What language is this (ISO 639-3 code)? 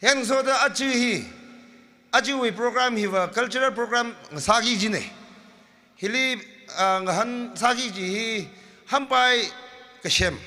nmf